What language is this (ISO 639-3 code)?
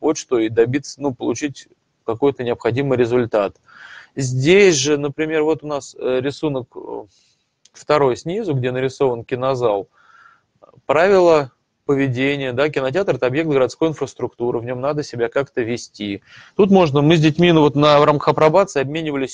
rus